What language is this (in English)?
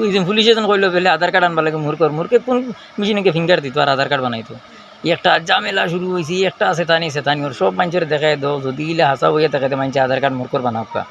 Sylheti